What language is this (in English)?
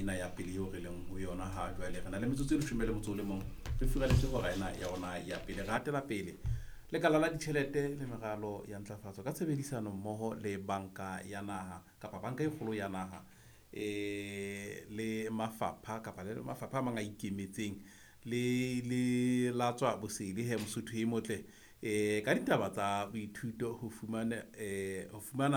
Southern Sotho